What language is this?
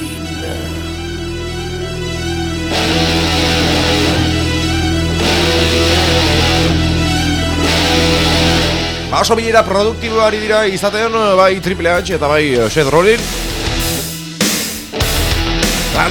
Basque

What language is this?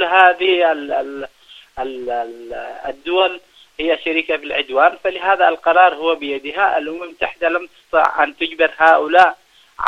Arabic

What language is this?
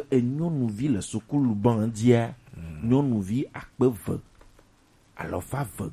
Gen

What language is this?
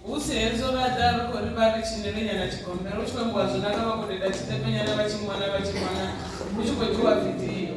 Venda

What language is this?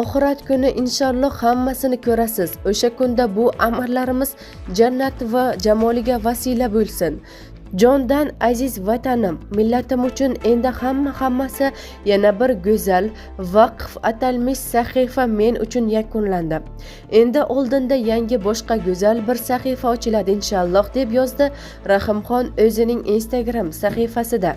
Uzbek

